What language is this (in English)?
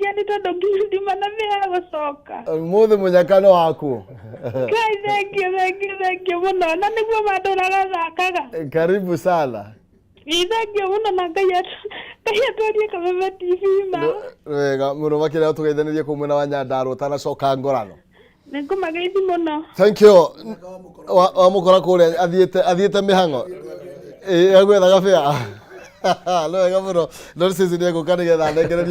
Kikuyu